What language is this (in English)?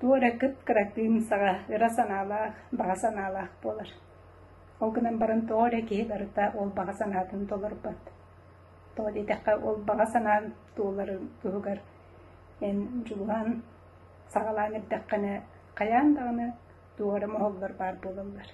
Yakut